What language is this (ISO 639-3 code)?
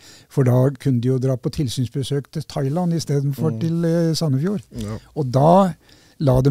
nor